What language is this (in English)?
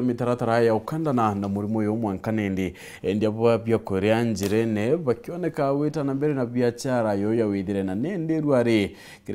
Meru